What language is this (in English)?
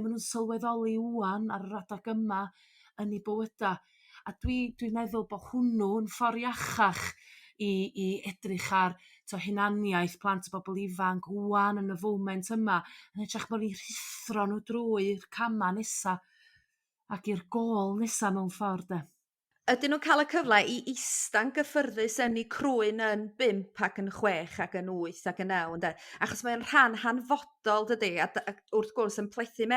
Welsh